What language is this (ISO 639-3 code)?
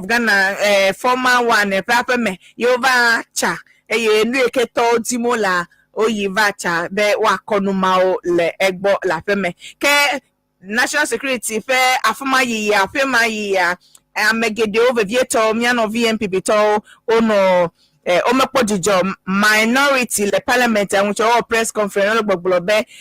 ewe